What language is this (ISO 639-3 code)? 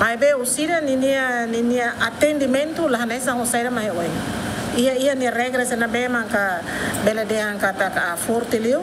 tet